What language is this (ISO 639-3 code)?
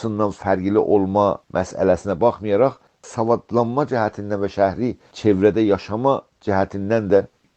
azb